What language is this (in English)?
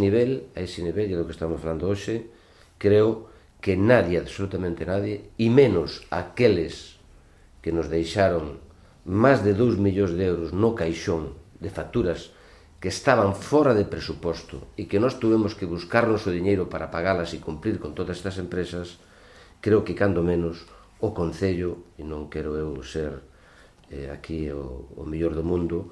Galician